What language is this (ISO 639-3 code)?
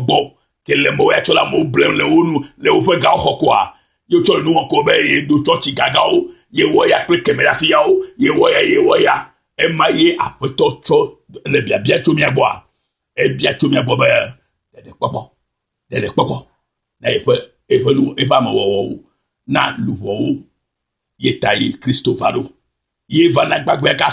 ewe